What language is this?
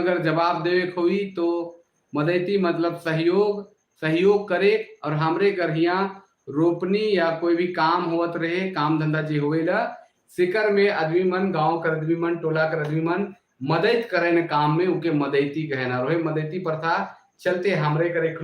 Sadri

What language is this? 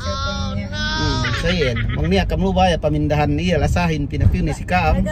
Yakan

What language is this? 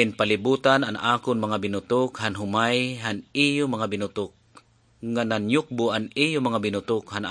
Waray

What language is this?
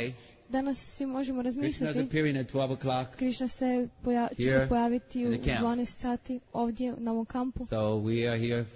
Croatian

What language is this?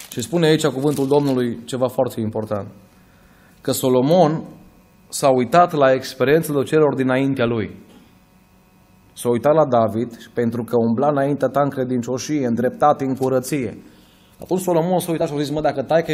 Romanian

